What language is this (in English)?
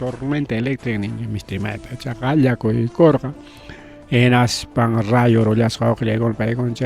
Ayacucho Quechua